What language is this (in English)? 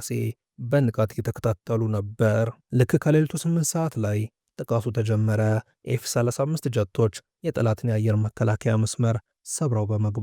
Amharic